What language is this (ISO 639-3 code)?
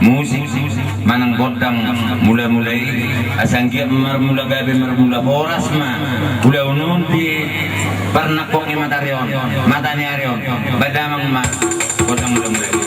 bbc